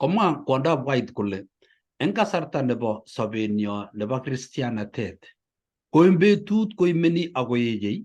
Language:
Kalenjin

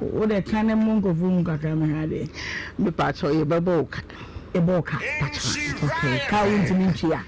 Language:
Akan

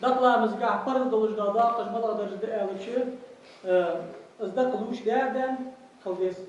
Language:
Ingush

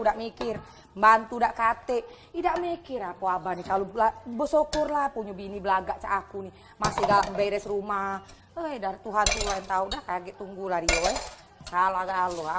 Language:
Musi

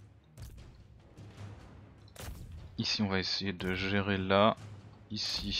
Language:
French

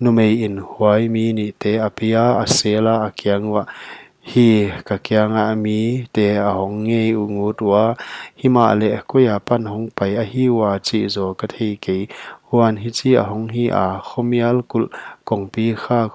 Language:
Paite Chin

